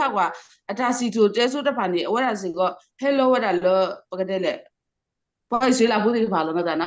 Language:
S'gaw Karen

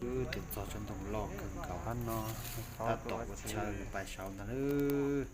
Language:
Hmong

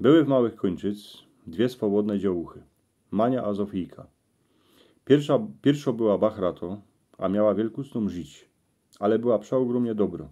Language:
Silesian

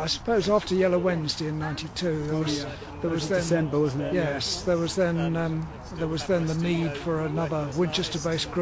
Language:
English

